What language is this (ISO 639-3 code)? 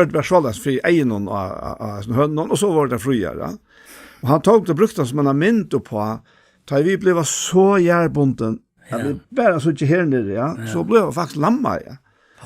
fao